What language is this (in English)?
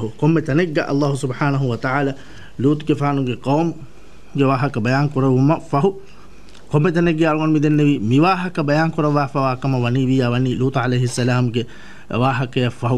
Divehi